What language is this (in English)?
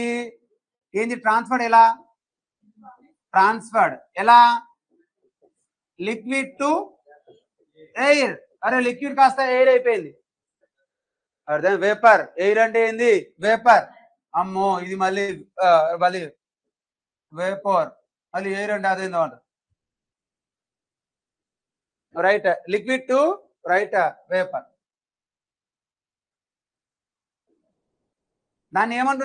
Telugu